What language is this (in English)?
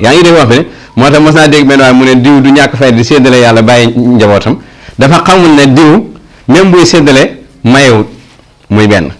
Wolof